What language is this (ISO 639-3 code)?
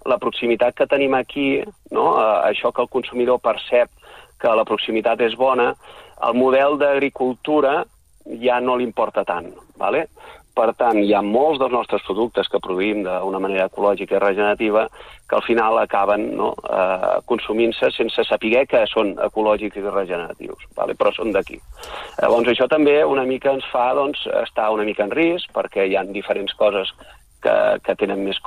cat